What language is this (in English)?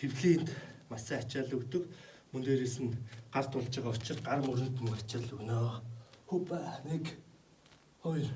Mongolian